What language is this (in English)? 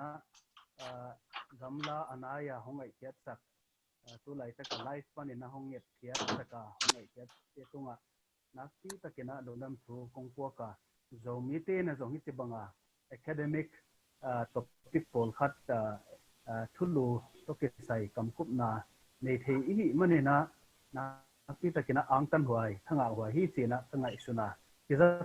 Tedim Chin